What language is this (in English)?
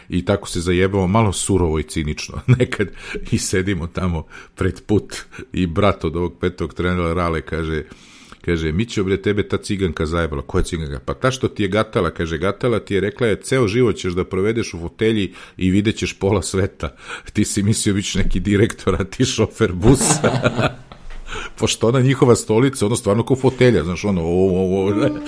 Serbian